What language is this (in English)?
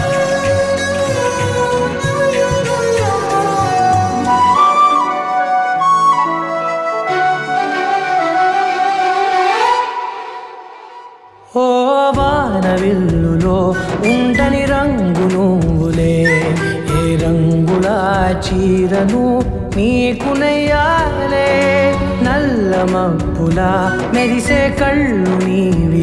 Telugu